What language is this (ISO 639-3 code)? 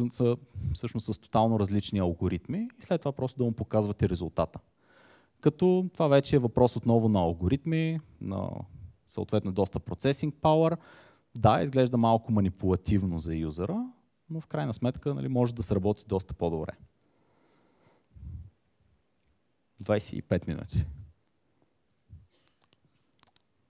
bul